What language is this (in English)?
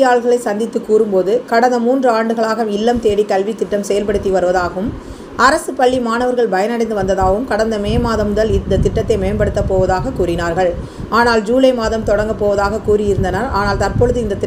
Tamil